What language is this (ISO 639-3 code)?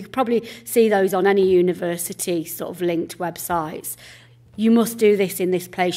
eng